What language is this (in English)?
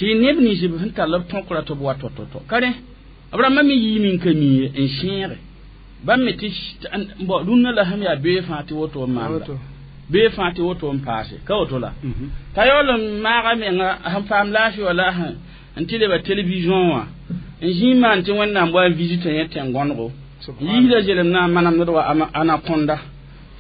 Mossi